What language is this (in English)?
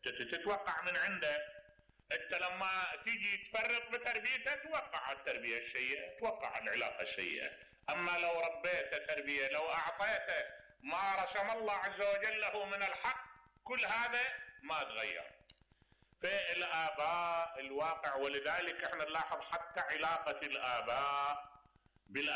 Mesopotamian Arabic